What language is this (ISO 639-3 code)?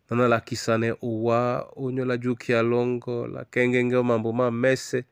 dua